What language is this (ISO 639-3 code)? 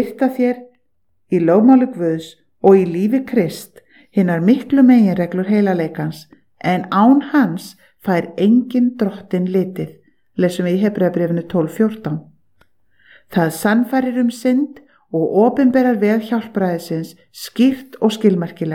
isl